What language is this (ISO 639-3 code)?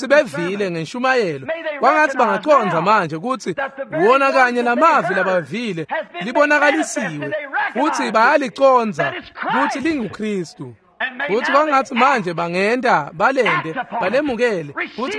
ssw